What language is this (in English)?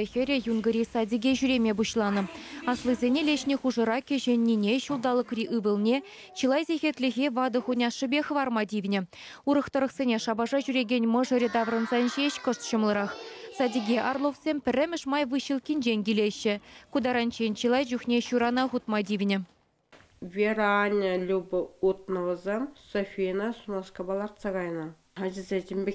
Chuvash